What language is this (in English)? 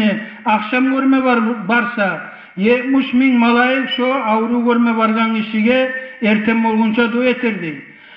Kumyk